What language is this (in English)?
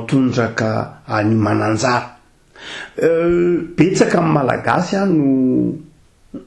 Malagasy